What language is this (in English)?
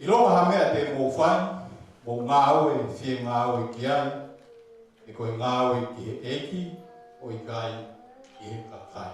Tongan